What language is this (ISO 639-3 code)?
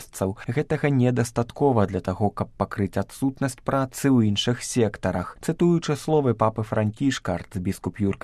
bel